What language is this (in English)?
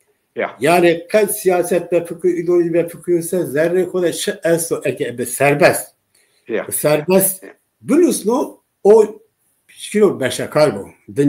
Zaza